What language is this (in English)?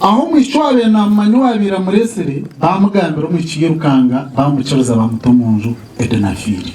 Nyankole